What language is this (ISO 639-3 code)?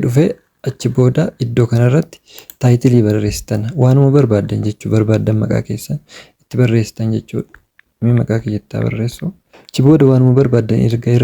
orm